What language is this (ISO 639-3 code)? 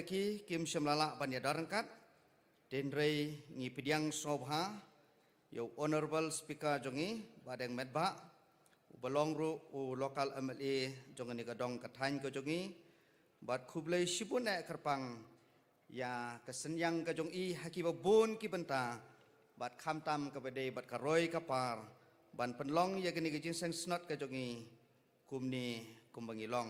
kha